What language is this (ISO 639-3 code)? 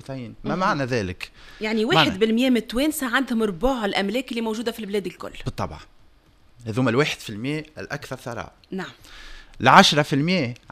aeb